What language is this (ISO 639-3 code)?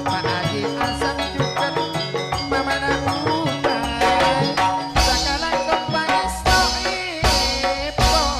mad